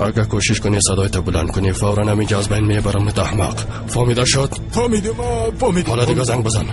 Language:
Persian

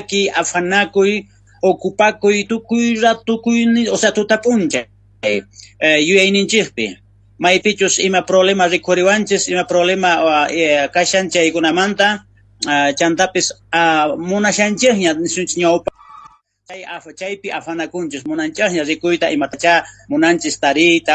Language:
South Bolivian Quechua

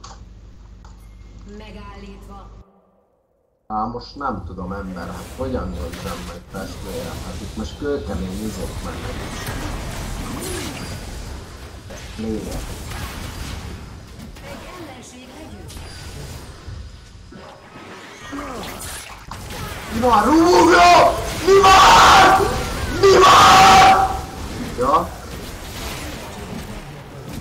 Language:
Hungarian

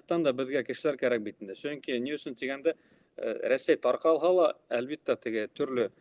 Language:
Bashkir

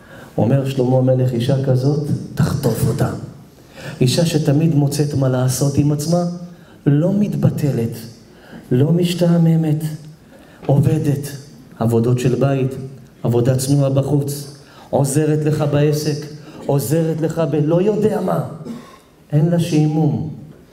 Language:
Hebrew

